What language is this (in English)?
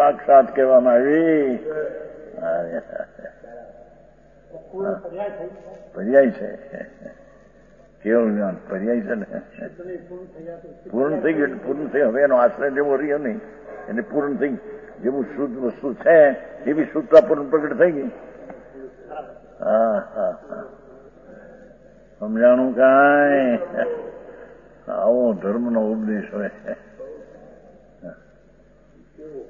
Gujarati